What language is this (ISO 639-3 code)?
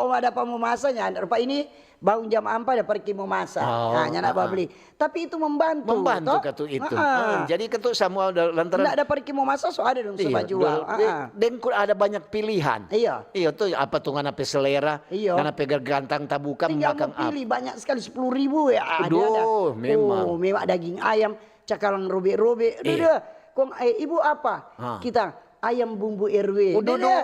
xmm